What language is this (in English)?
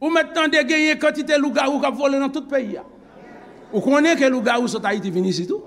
Haitian Creole